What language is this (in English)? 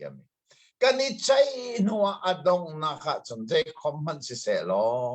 Hakha Chin